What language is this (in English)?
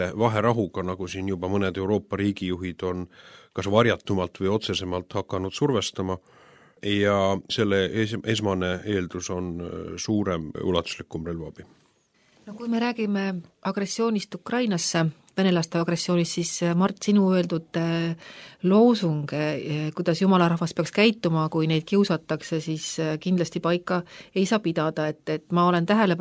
Estonian